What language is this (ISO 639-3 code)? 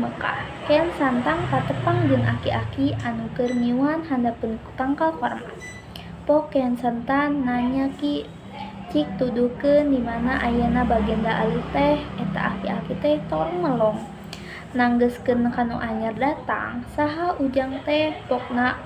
sun